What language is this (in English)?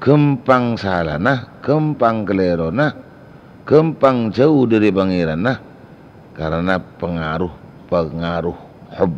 Madurese